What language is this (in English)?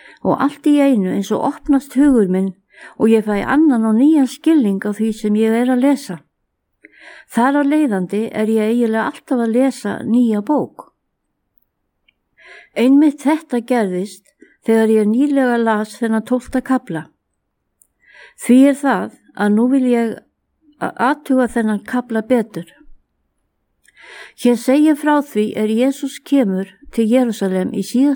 Icelandic